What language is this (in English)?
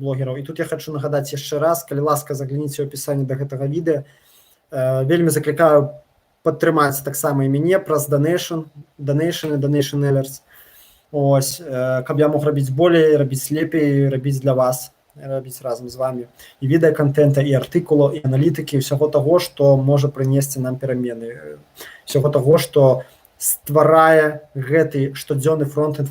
Belarusian